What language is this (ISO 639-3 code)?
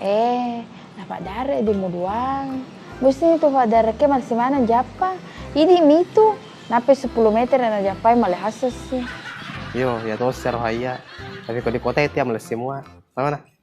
bug